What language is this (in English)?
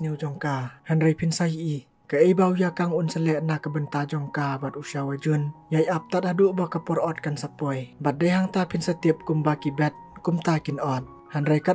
Khasi